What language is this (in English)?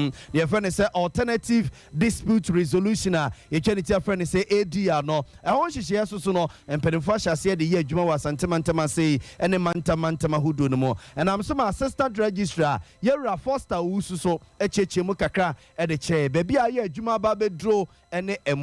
Akan